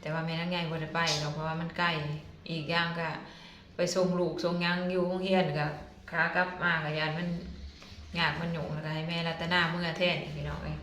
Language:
Lao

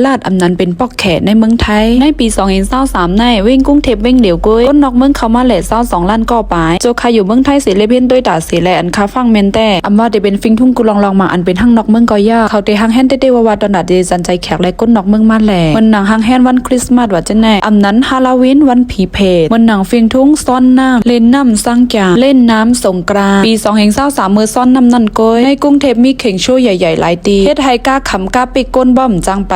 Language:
Shan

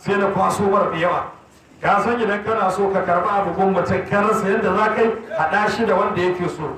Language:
Hausa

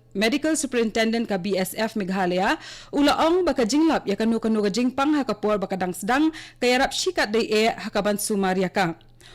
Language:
Khasi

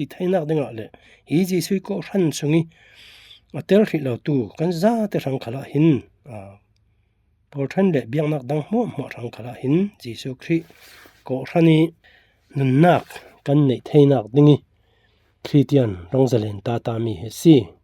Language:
Falam Chin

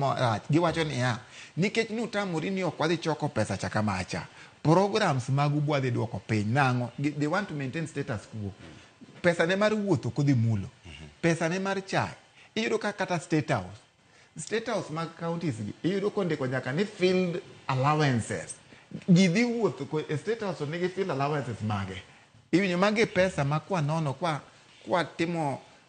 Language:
Luo (Kenya and Tanzania)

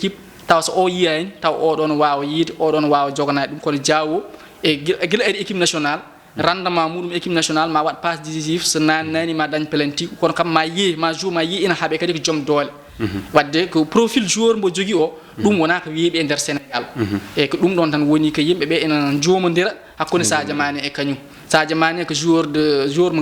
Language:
Fula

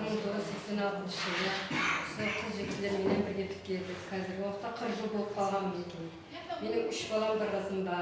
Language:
Kara-Kalpak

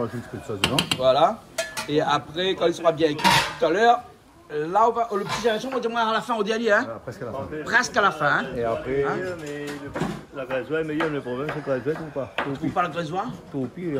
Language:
Réunion Creole French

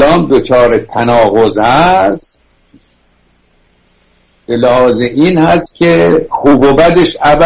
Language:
Persian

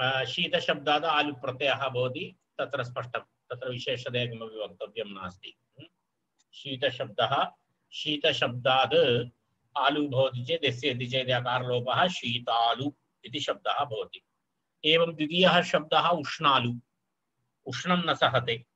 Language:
Sanskrit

